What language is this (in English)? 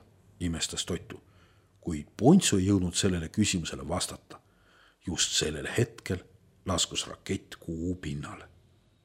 Estonian